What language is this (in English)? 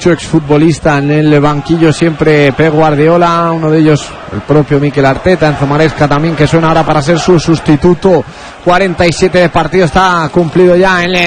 Spanish